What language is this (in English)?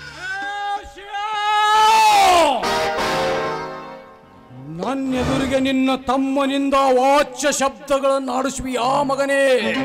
Kannada